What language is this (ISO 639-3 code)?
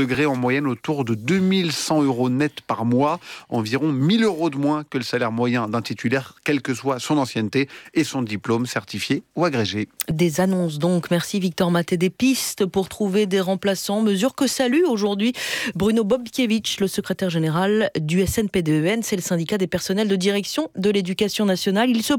fra